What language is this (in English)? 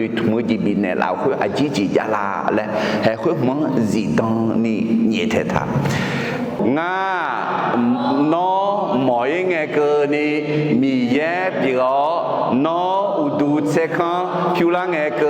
Akha